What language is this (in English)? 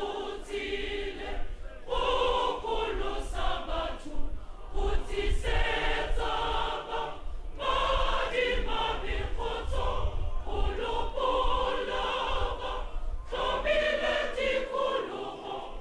Tswana